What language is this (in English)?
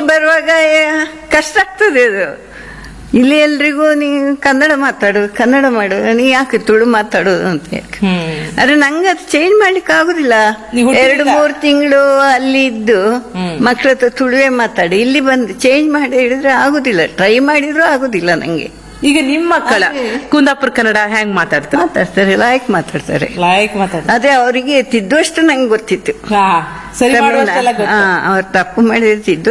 Kannada